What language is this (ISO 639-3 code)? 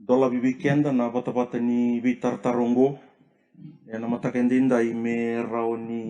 fij